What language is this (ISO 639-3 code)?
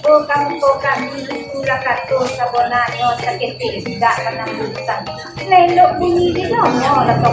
min